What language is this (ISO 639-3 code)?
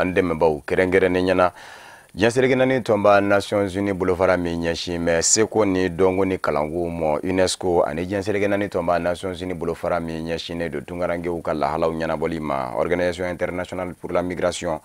bam